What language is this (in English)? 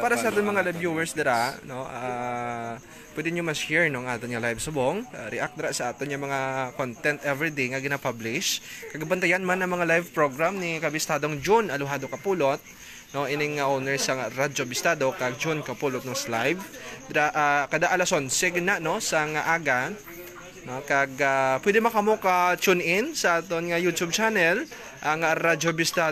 Hiligaynon